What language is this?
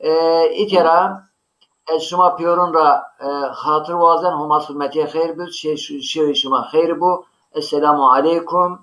Zaza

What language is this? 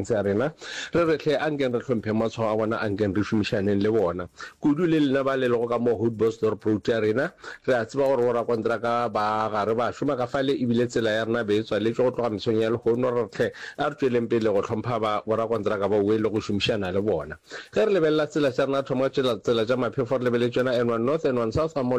Northern Sotho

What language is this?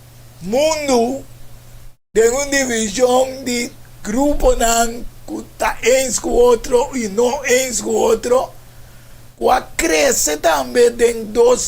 Papiamento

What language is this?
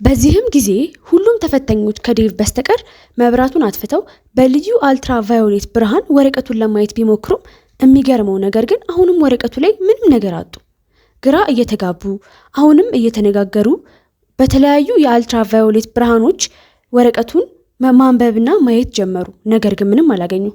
Amharic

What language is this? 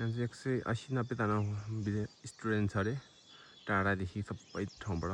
Nepali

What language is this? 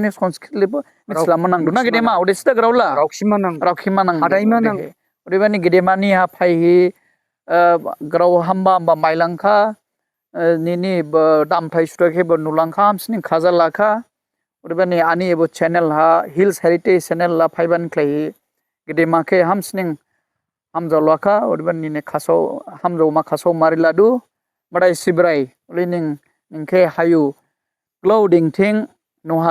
Dimasa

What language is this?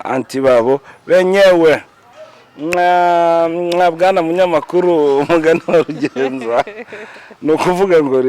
Kinyarwanda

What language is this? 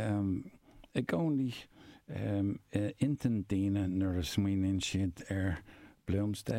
Irish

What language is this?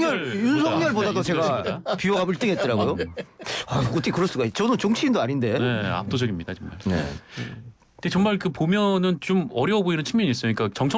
Korean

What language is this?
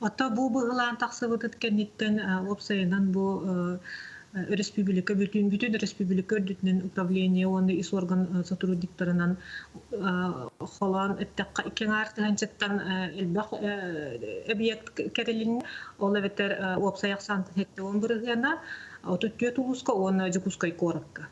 Yakut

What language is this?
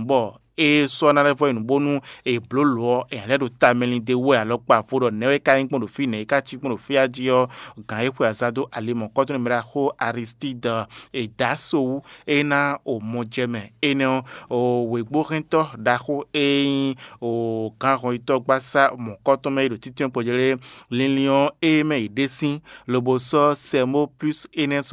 Fon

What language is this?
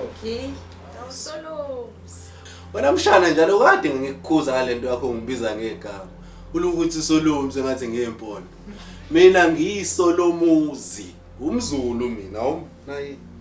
Zulu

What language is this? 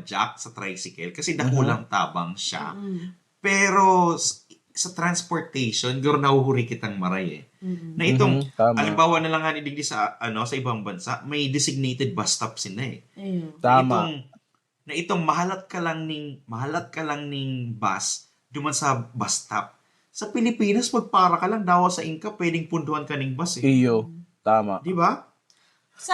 Bikol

